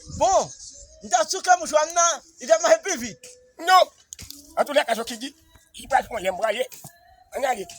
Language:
Haitian Creole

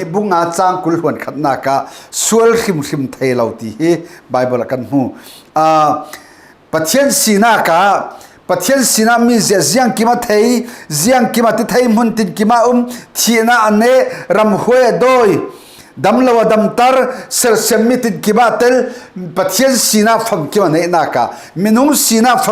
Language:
Falam Chin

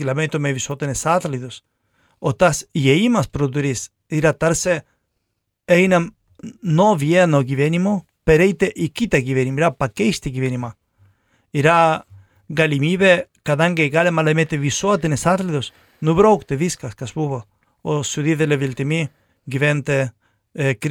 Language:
Lithuanian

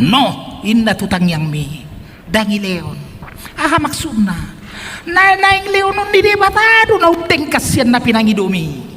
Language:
Batak Toba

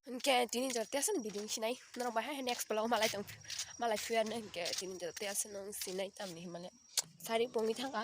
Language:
Kok Borok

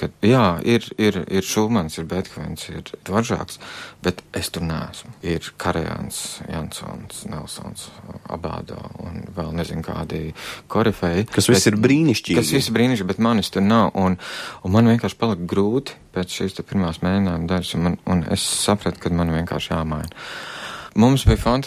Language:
Latvian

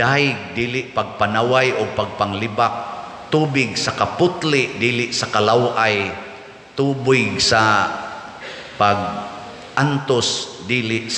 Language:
Cebuano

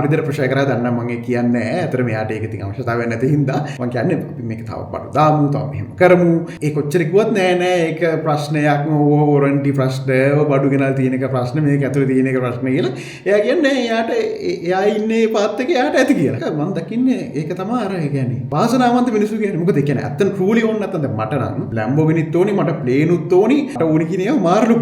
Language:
Sinhala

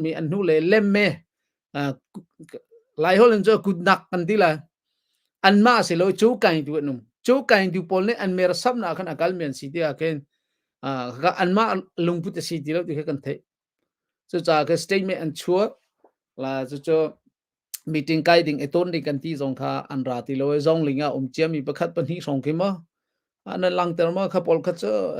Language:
Hakha Chin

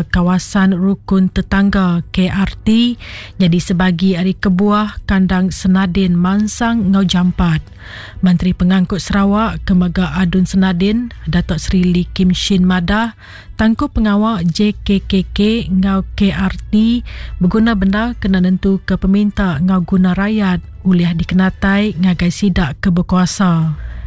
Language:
Iban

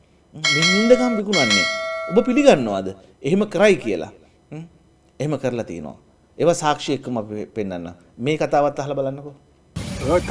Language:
Sinhala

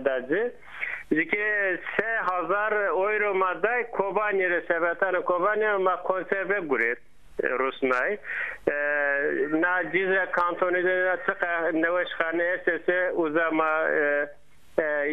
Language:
Zaza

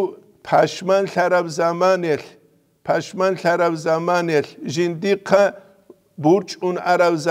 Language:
Avaric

